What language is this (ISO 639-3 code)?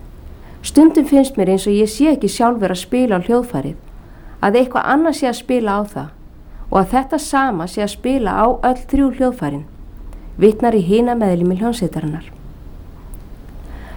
isl